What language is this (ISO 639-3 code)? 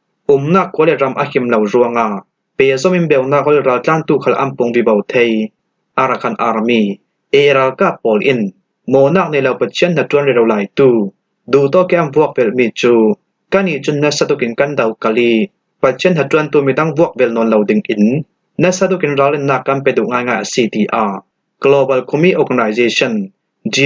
cfm